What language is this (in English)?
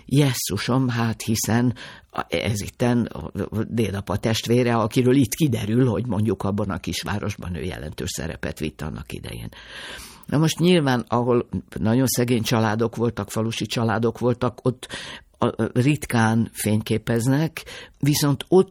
Hungarian